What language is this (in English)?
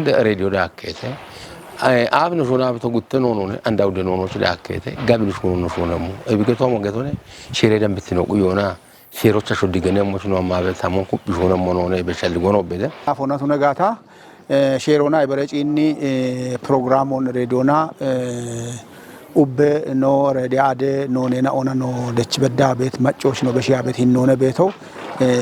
Kafa